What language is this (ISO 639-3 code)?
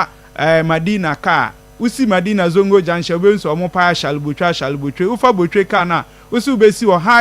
aka